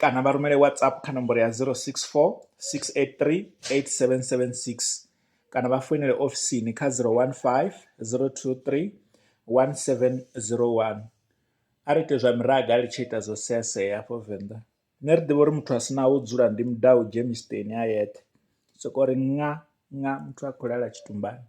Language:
Venda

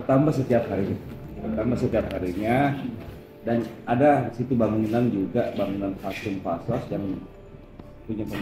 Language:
Indonesian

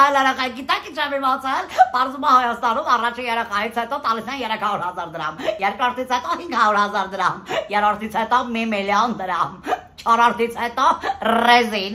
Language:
Armenian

